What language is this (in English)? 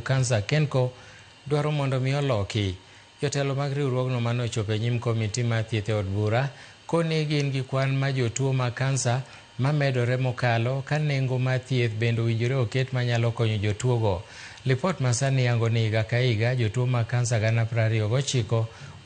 Luo (Kenya and Tanzania)